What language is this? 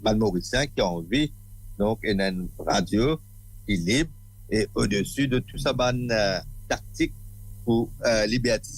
Morisyen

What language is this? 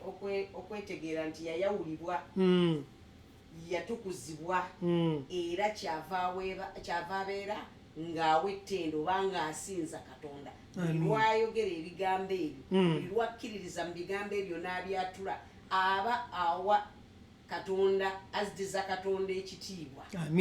Ganda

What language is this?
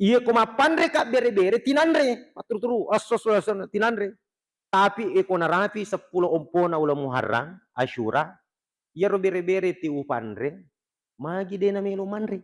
Buginese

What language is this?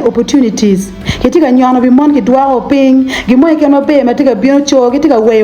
Acoli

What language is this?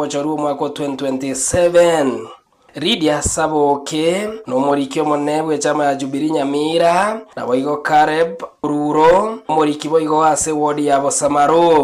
Gusii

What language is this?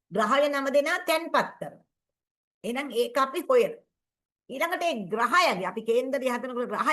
Sinhala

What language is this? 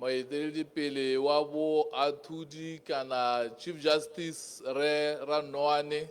Tswana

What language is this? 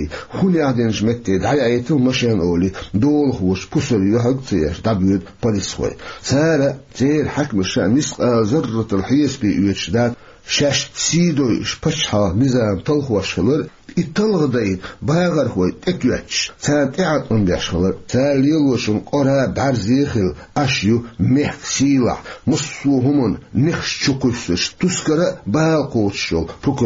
Chechen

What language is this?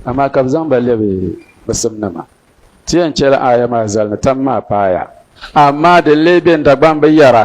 Dagbani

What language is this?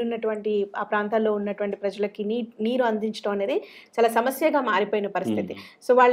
Telugu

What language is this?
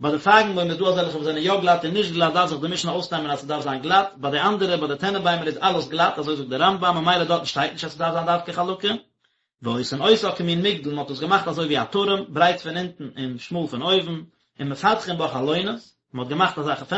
Yiddish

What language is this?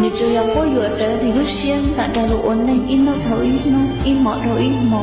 Hmong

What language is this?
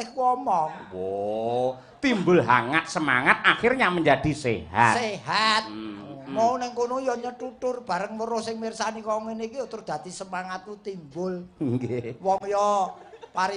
Javanese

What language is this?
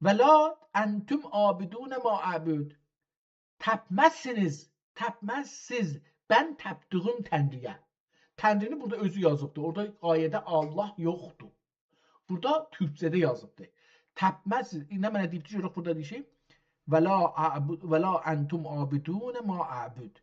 South Azerbaijani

